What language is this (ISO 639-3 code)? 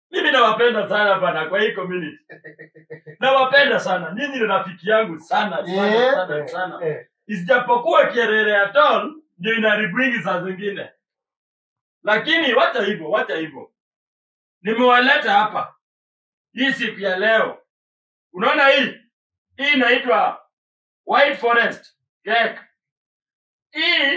swa